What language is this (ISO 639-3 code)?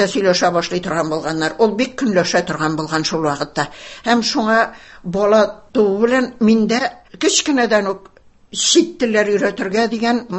tat